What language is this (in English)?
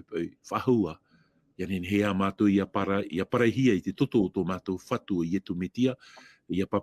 Tahitian